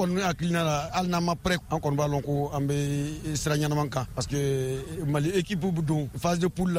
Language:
Bambara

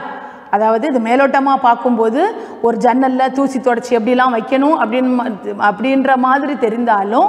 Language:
Tamil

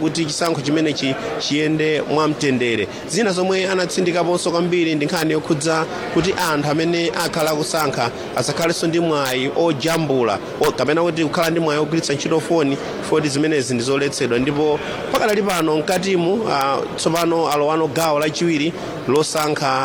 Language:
Nyanja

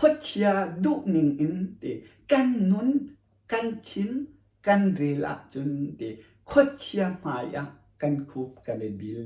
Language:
Hakha Chin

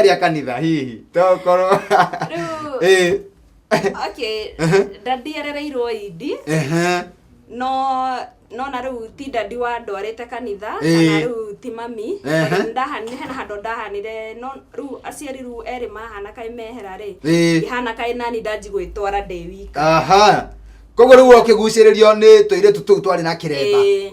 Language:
Kikuyu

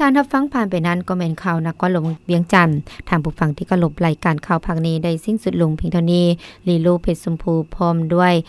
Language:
Lao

